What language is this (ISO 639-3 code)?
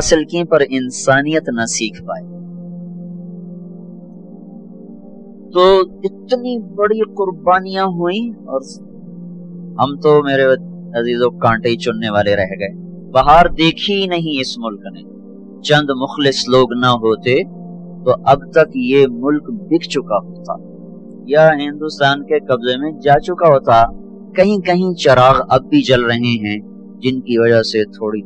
urd